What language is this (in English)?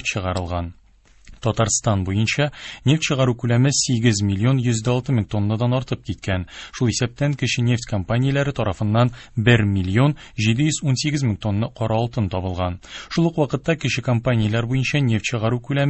Tatar